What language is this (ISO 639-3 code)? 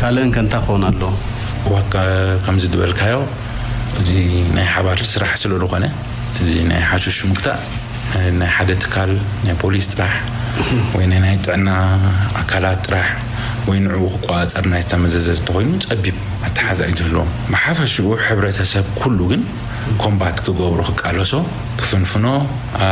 tir